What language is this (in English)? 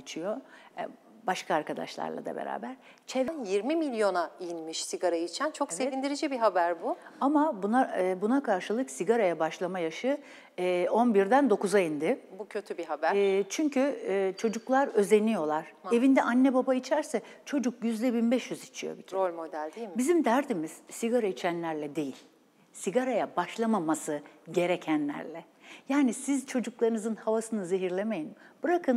Turkish